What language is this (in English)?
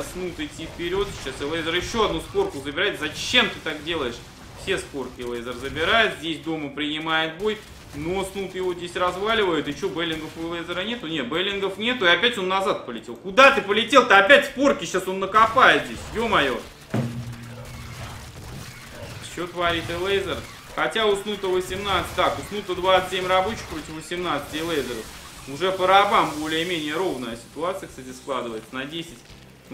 Russian